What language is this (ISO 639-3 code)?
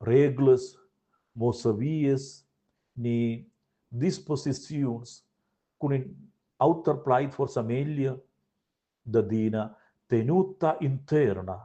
roh